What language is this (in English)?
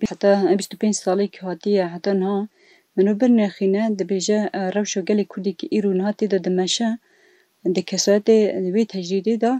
Kurdish